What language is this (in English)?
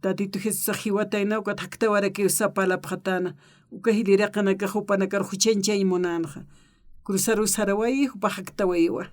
Aymara